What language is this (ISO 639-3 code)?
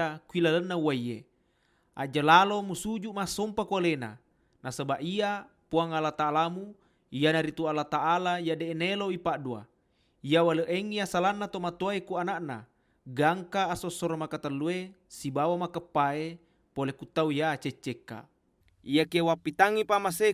bug